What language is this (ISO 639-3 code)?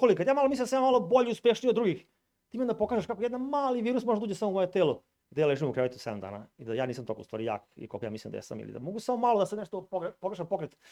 srp